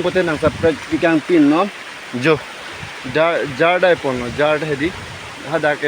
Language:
Karbi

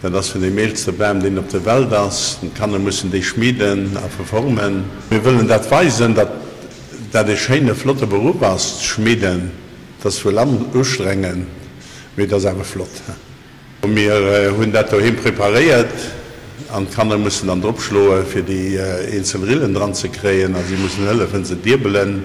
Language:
Luxembourgish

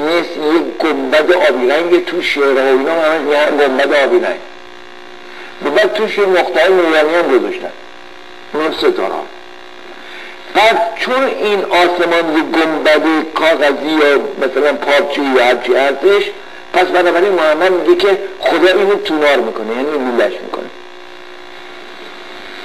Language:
Persian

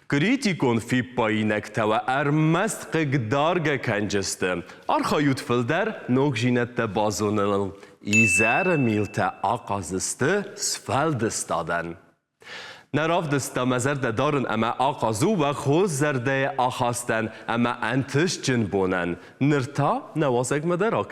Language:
Ossetic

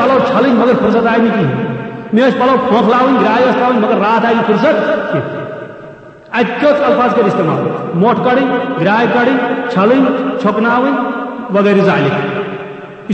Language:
Kashmiri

